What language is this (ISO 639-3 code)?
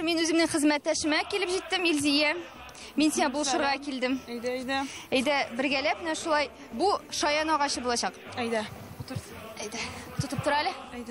tat